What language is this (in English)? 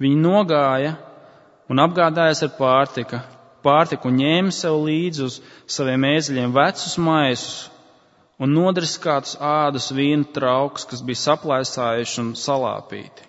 Latvian